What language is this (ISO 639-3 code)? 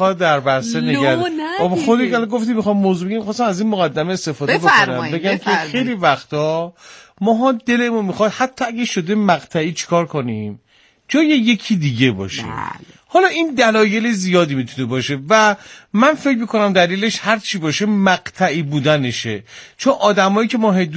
fas